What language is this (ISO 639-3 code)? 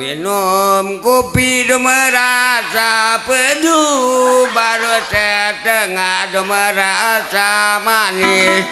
sas